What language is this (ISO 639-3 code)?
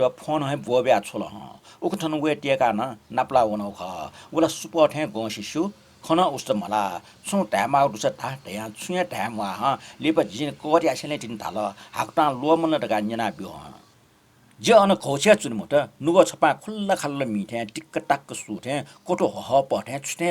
new